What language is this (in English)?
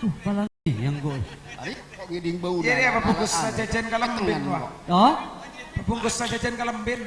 Madurese